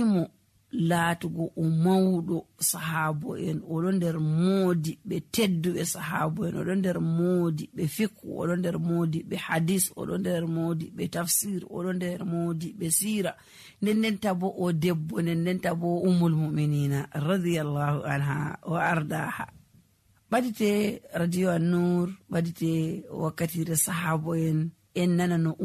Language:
Nigerian Fulfulde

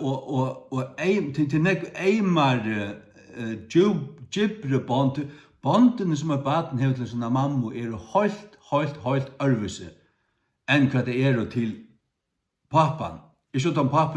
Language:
Faroese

